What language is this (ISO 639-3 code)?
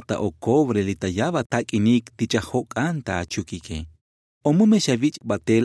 tzo